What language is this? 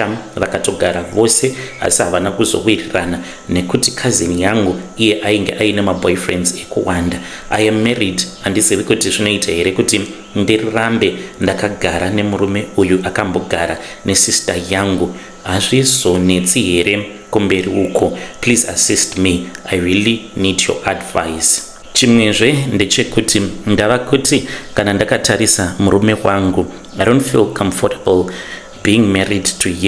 Shona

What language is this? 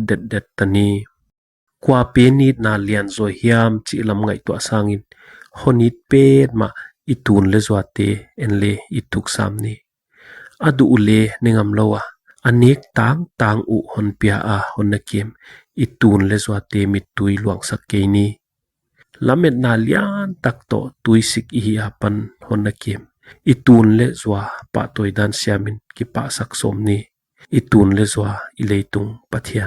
Paite Chin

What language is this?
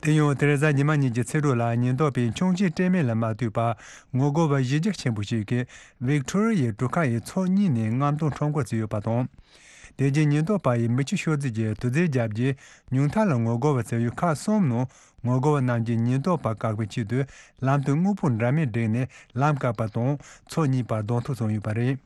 Tibetan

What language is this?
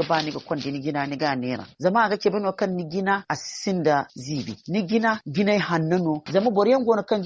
Zarma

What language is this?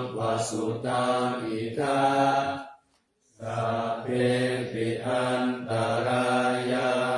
Pali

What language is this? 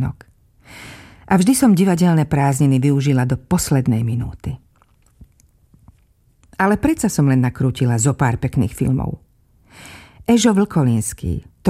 Slovak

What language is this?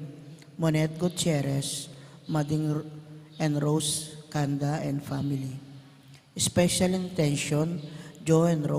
Pampanga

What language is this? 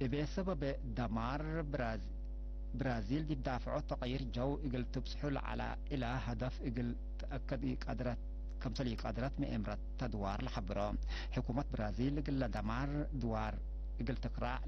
Tigre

